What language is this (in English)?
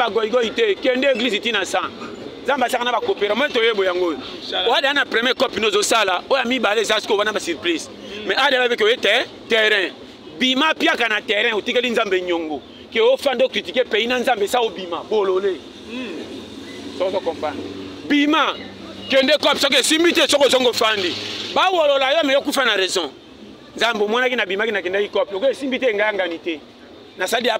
Lingala